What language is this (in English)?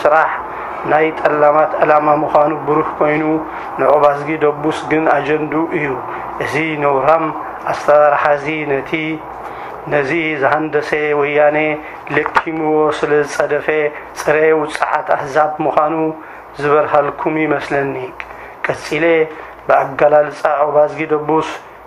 Tigrinya